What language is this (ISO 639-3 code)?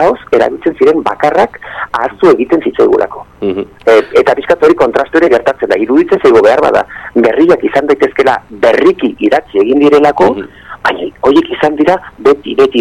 eus